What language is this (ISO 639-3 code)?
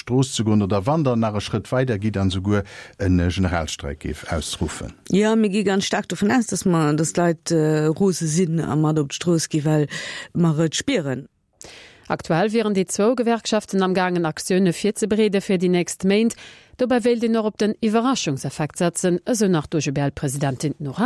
ltz